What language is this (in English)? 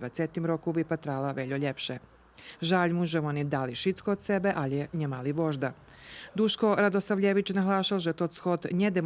Rusyn